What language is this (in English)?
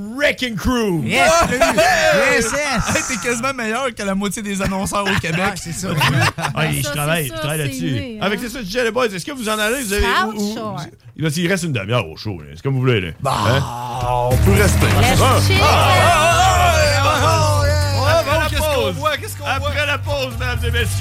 French